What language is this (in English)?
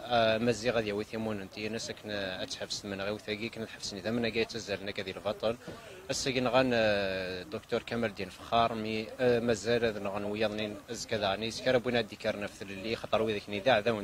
Kabyle